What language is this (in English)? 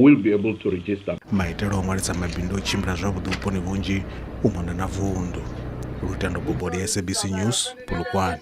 Venda